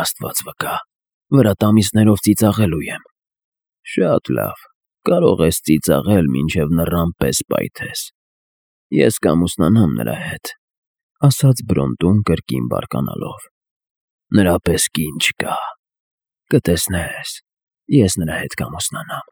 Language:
Armenian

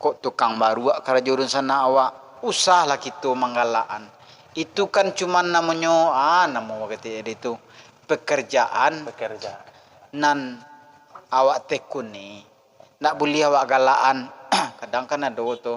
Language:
Minangkabau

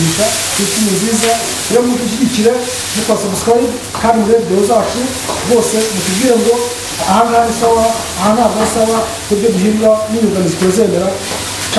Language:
Kinyarwanda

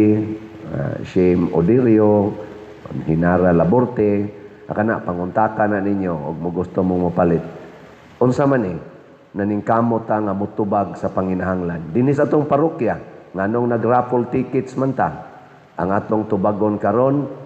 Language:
Cebuano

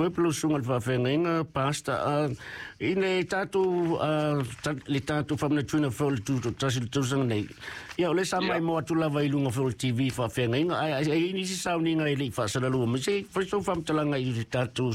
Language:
Samoan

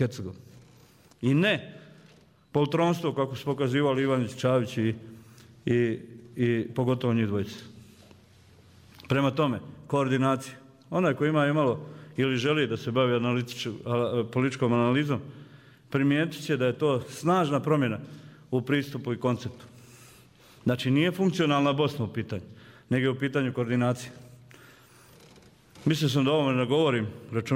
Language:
Bosnian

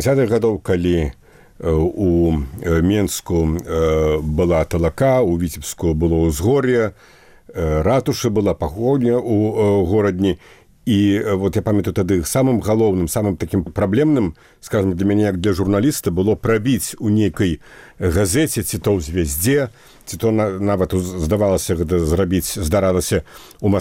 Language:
Belarusian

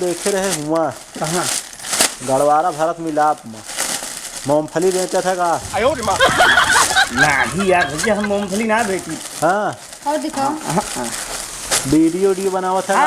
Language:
Awadhi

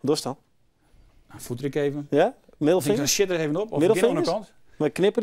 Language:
Western Frisian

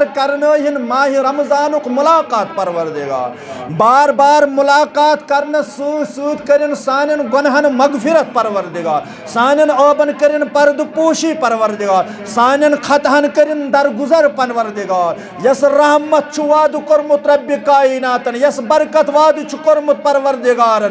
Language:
Kashmiri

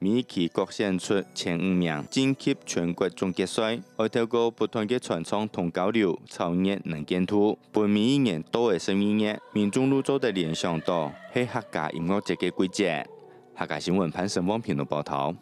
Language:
Hakka Chinese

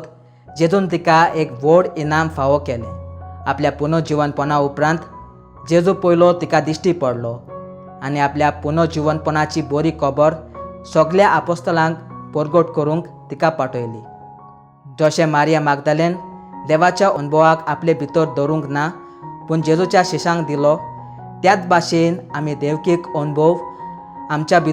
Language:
Konkani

